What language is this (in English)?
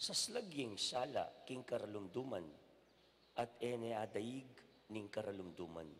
Pampanga